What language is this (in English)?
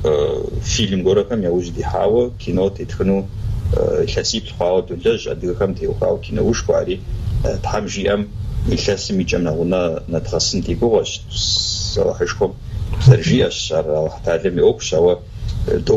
Kabardian